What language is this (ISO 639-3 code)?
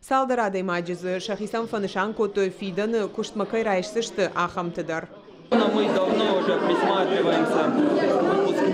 oss